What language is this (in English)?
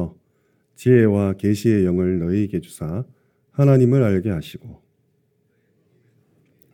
Korean